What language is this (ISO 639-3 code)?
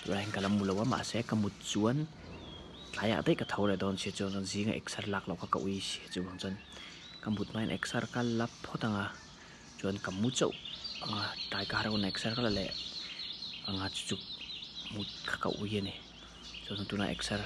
lus